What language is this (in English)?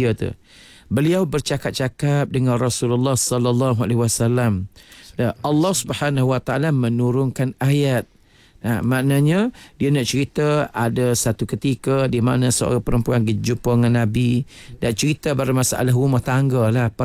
Malay